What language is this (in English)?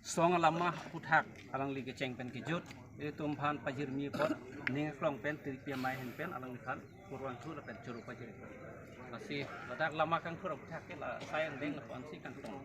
Karbi